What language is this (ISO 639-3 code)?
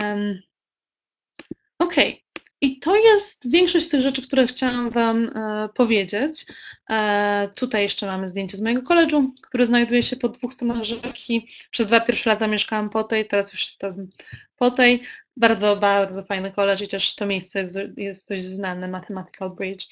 pol